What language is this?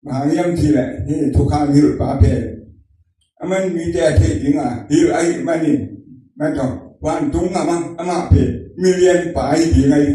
Tedim Chin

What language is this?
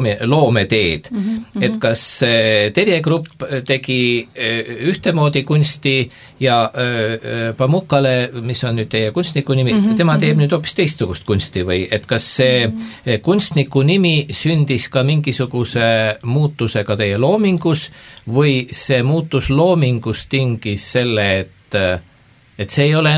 Estonian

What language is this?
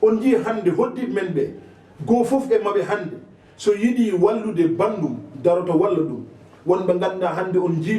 Fula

